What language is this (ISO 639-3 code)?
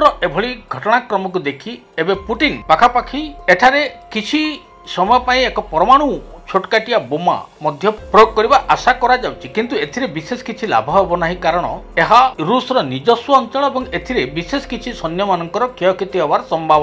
ori